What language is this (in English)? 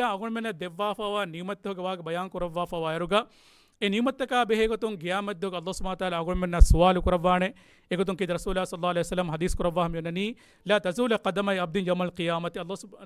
Divehi